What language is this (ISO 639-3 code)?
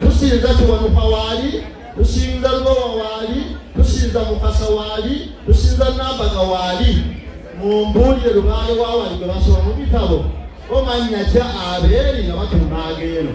lug